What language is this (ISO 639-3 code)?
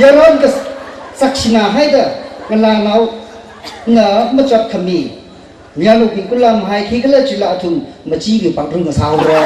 nmf